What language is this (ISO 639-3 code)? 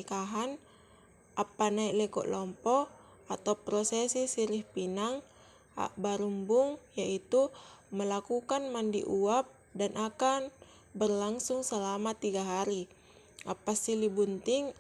mak